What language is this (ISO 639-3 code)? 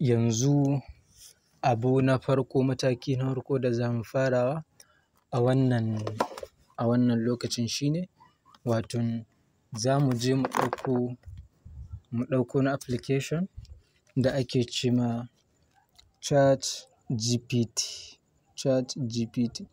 hau